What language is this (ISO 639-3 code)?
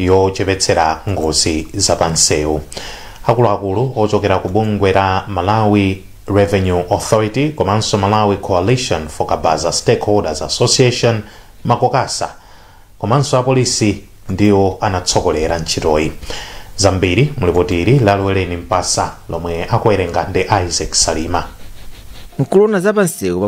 nya